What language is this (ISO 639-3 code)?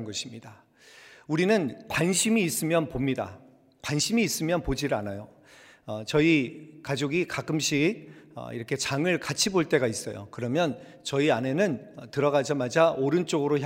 kor